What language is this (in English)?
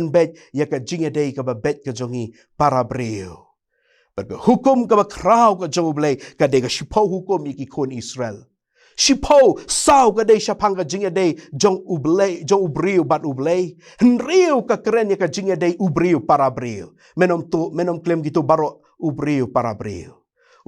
Khasi